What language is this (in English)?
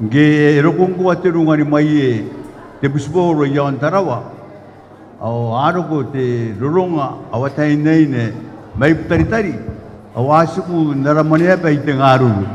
Gilbertese